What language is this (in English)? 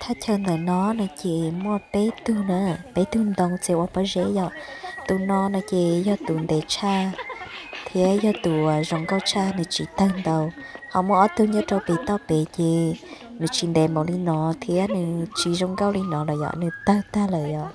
Hmong